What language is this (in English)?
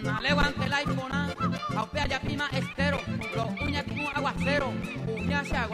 Guarani